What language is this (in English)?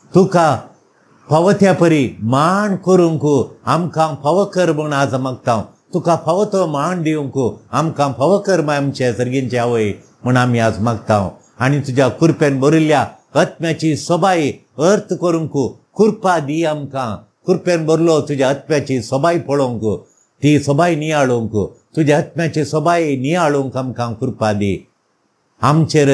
Konkani